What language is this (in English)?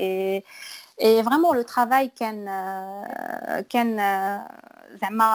Moroccan Arabic